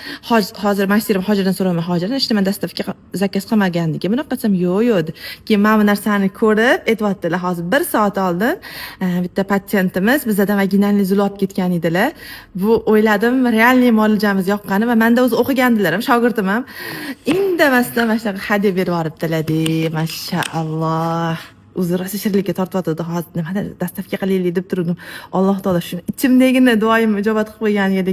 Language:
Uzbek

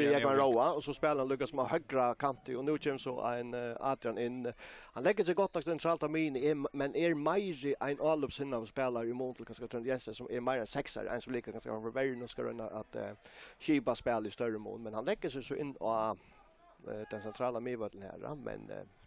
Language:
Faroese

